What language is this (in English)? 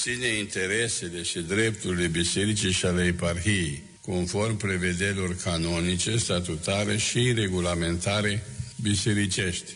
Romanian